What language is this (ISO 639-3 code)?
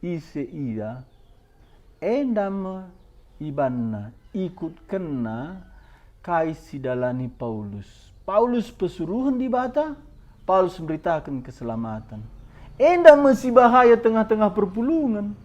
btx